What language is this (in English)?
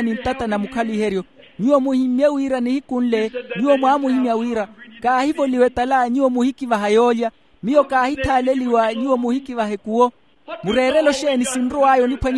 Makhuwa